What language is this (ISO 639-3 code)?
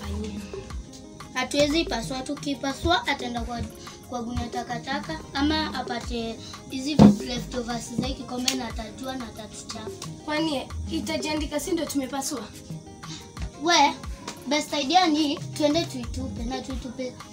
swa